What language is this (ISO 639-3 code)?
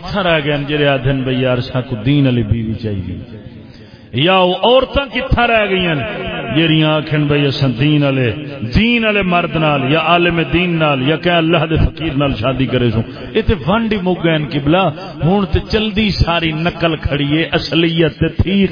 skr